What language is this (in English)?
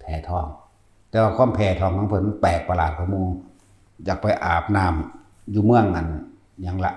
Northeastern Thai